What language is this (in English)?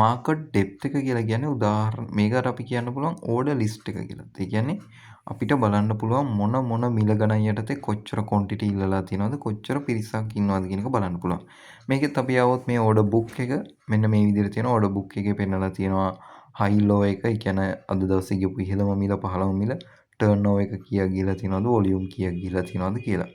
Sinhala